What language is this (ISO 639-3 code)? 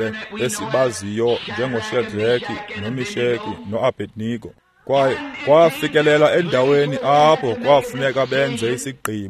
xho